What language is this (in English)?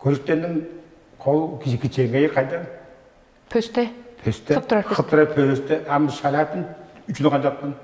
Tuvinian